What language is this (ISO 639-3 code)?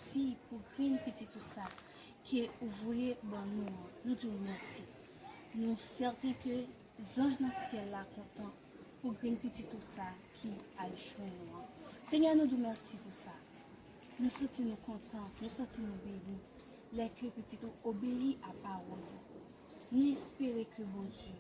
hat